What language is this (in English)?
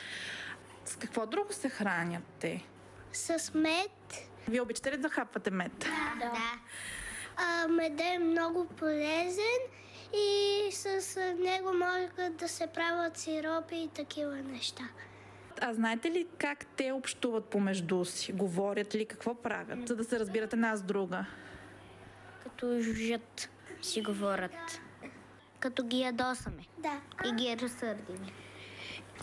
Bulgarian